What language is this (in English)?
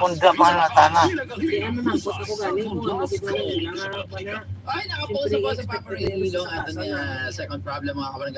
Hiligaynon